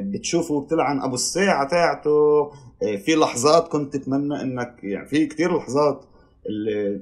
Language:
North Levantine Arabic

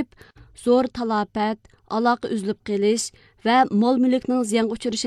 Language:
Uyghur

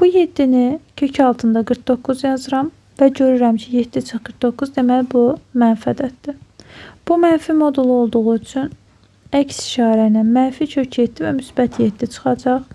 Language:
Azerbaijani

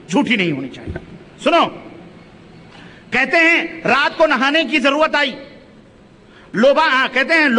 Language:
Urdu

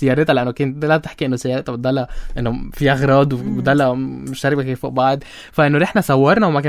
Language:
North Levantine Arabic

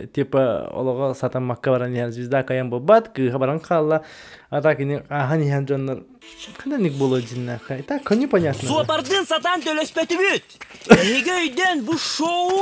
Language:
Yakut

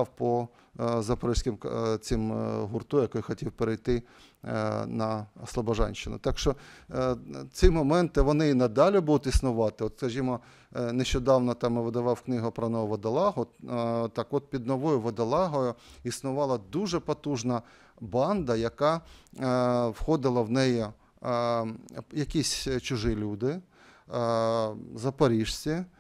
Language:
Ukrainian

